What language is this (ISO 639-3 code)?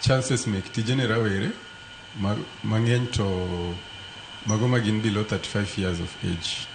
luo